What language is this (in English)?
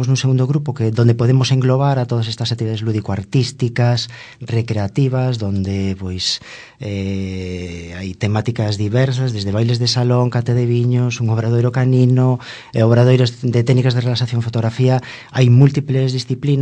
Galician